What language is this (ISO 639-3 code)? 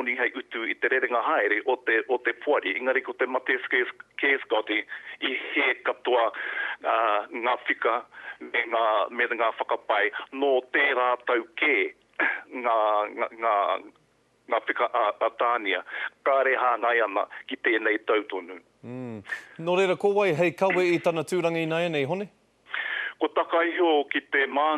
mri